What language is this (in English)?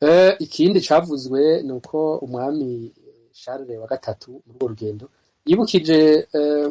Rundi